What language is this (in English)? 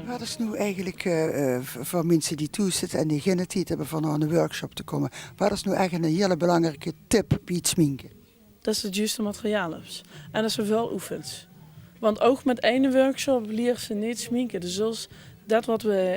Limburgish